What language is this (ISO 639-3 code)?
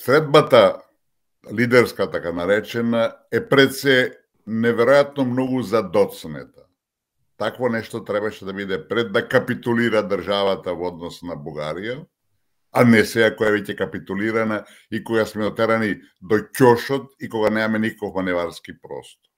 mkd